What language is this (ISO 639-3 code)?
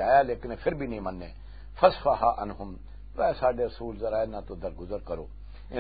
lah